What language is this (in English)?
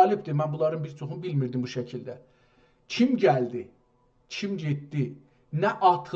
South Azerbaijani